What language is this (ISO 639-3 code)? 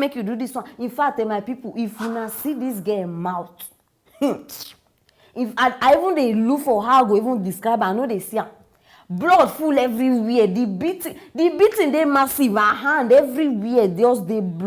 pcm